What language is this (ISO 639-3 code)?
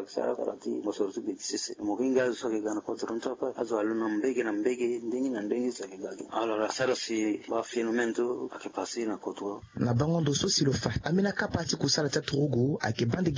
sag